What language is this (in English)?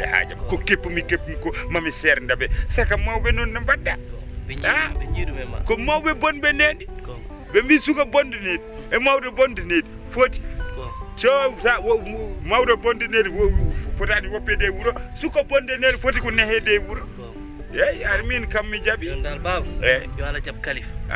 Fula